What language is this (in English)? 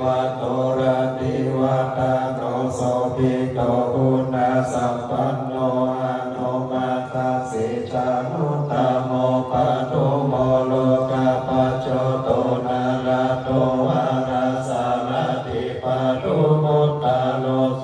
Pali